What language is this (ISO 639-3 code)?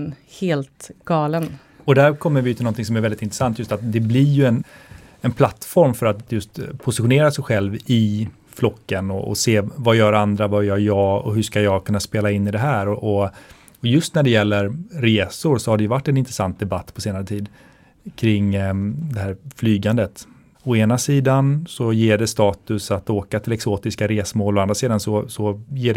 swe